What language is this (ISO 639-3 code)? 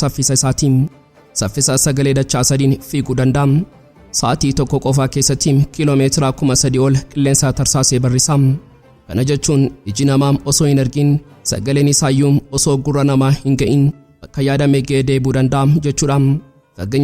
orm